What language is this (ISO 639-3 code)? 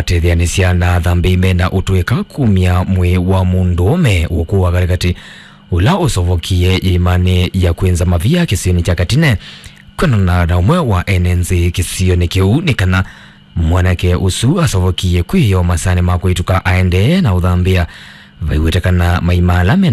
kam